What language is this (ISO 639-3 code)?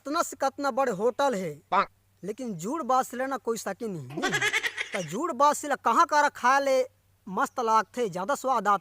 hne